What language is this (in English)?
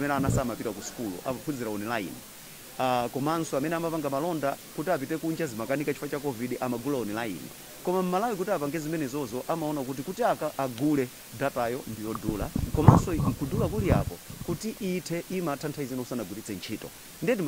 Nyanja